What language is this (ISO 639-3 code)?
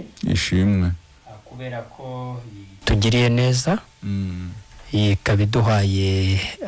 kin